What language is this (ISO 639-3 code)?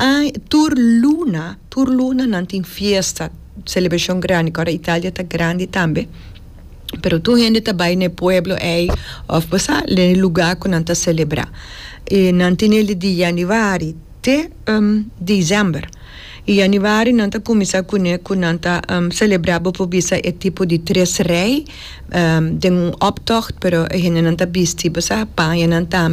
pap